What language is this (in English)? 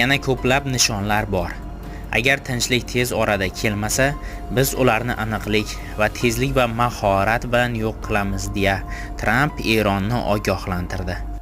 Uzbek